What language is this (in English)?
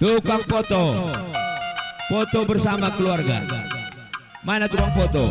Batak Karo